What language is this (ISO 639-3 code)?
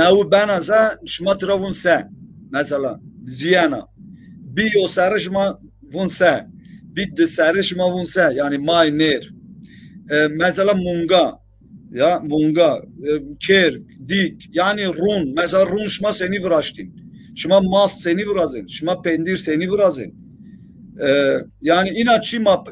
zza